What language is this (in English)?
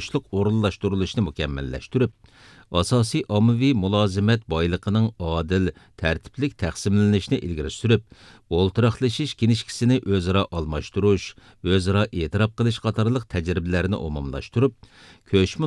Uyghur